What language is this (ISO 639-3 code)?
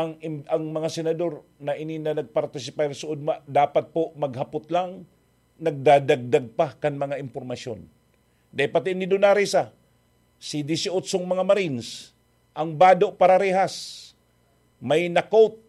bik